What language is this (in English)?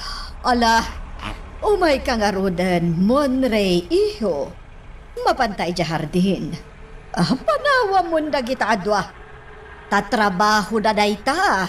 Iloko